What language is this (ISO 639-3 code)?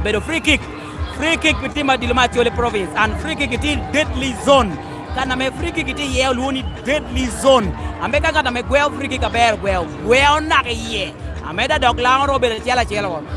laj